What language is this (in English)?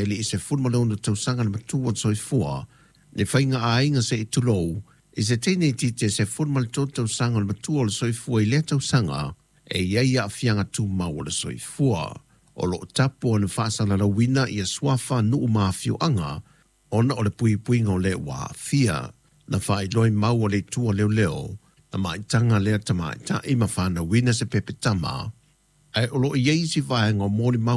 Samoan